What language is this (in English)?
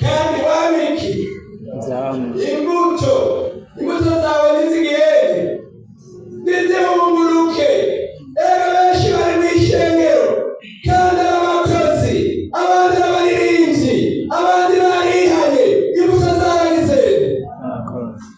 Rundi